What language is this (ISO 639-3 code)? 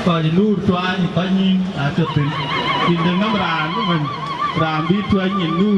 din